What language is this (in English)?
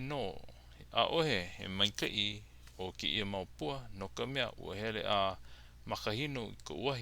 Hawaiian